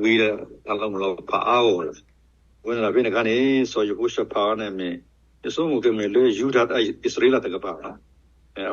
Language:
S'gaw Karen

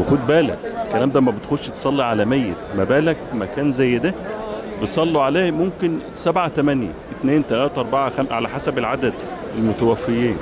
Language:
Egyptian Arabic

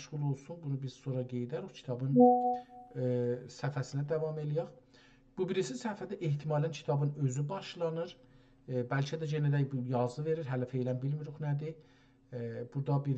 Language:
South Azerbaijani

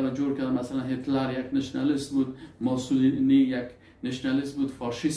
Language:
Persian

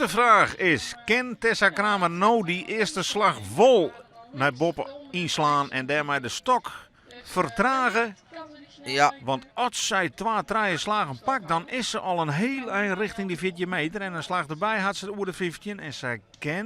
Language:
Western Frisian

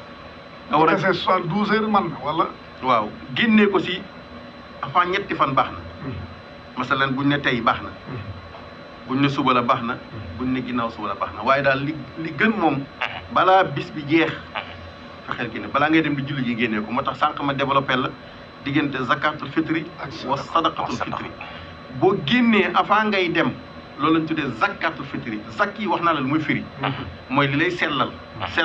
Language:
Wolof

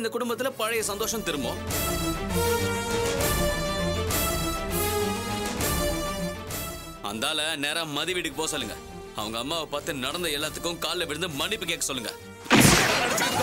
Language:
Tamil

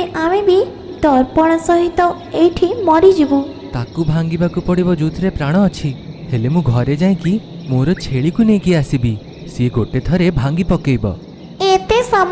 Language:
Odia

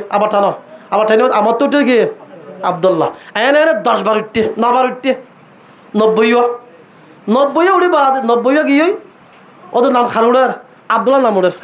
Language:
Rohingya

